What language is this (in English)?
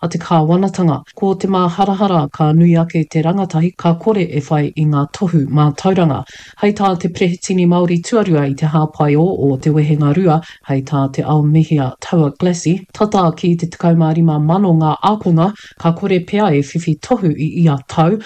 Māori